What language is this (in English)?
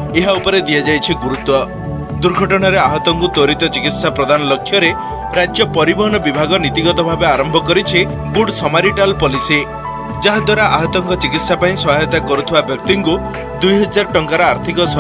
Odia